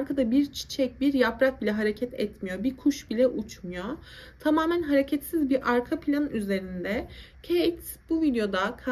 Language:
Turkish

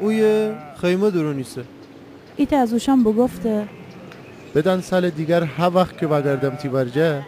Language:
Gilaki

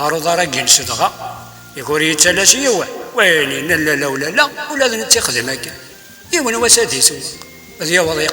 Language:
Kabyle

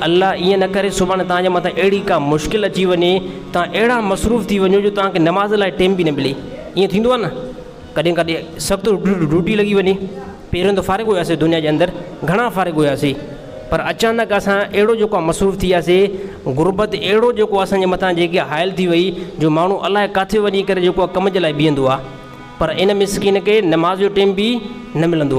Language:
Sindhi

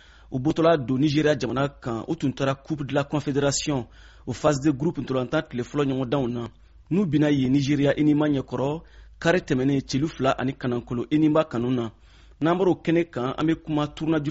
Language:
Bambara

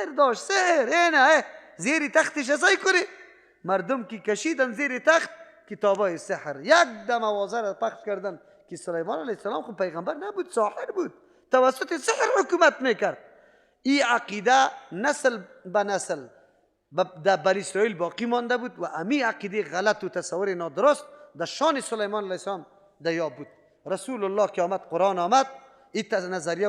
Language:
Persian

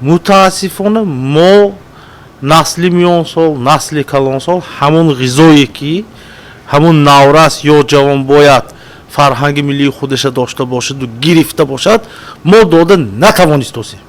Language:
Tajik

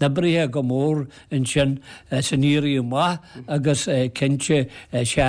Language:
Irish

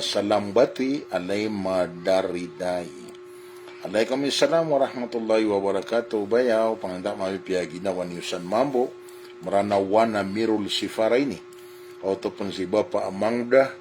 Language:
Maranao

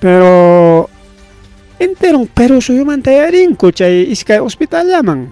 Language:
Ayacucho Quechua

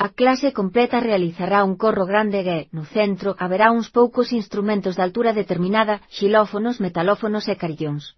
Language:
Galician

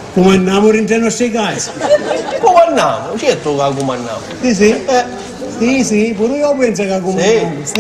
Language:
Sicilian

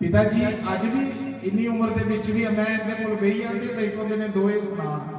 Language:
Dogri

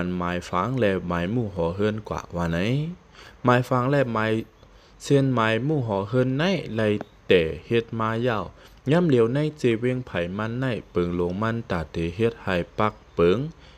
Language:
Shan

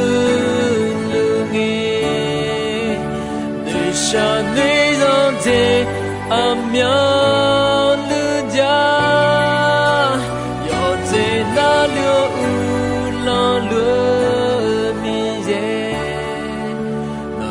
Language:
Akha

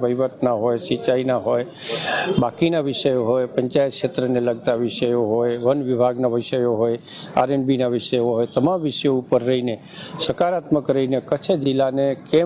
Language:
Gujarati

